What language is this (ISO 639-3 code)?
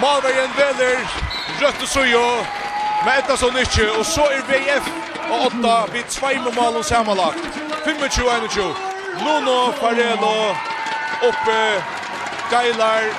fao